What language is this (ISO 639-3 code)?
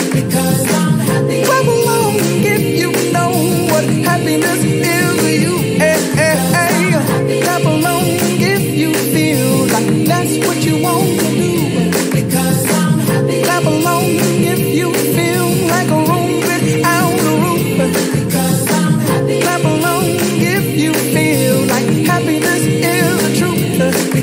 eng